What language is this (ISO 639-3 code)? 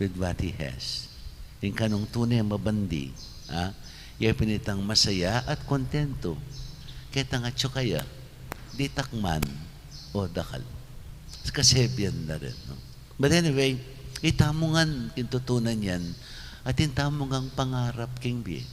pam